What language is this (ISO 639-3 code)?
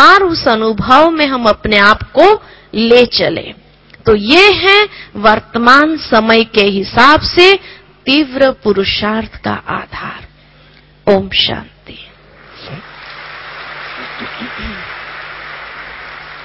hin